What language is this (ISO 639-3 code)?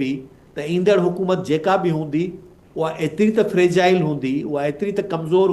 snd